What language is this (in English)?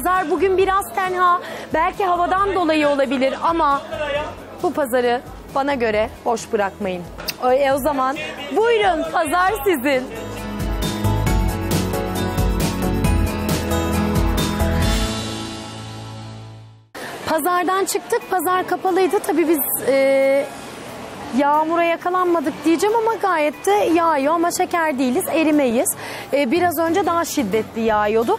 Turkish